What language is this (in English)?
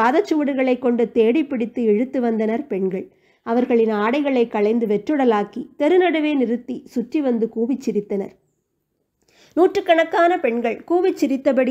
Tamil